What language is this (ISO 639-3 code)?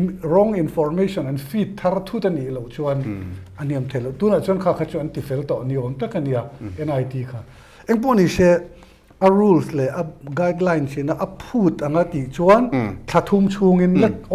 lus